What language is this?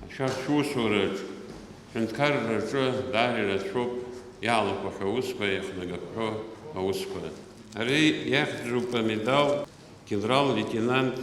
Abkhazian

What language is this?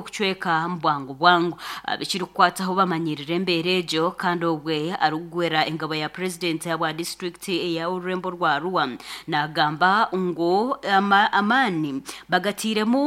Nyankole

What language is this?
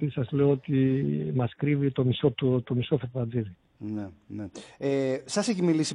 Greek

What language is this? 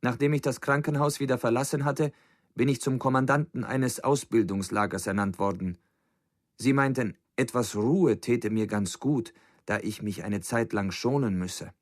Bavarian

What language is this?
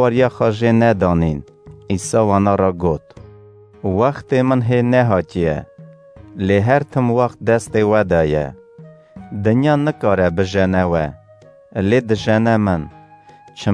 Kurdish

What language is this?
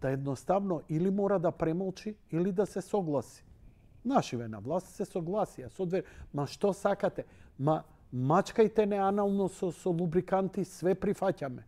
Macedonian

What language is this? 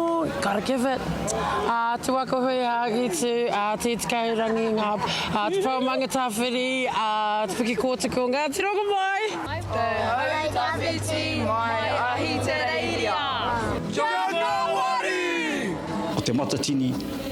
Māori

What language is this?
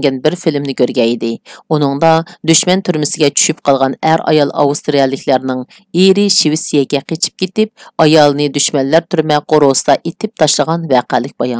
Uyghur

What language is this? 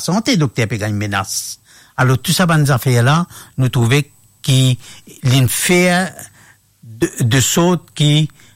Morisyen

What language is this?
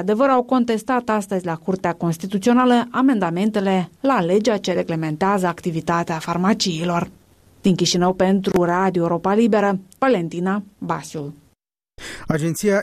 Romanian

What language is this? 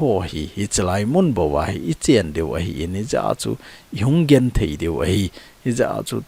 Thado Chin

